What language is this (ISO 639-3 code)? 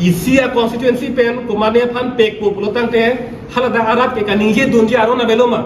mjw